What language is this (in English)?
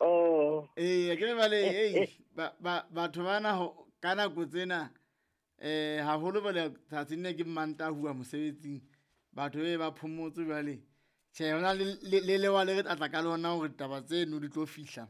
Southern Sotho